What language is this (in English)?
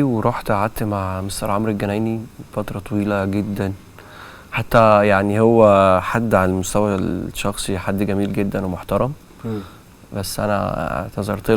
Egyptian Arabic